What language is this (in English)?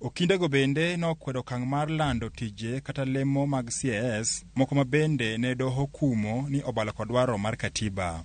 Luo (Kenya and Tanzania)